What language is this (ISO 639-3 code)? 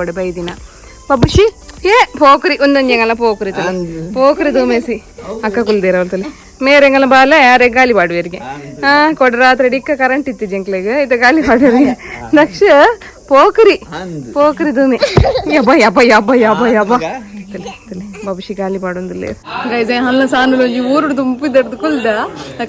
tcy